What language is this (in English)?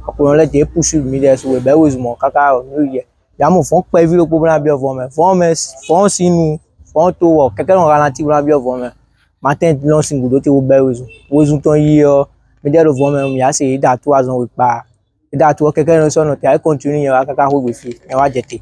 Fon